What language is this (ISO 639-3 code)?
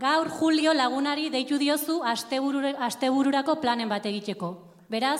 eus